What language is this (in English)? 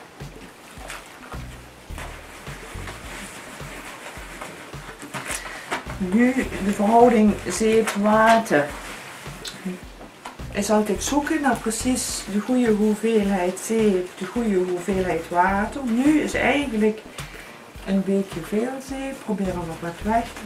Dutch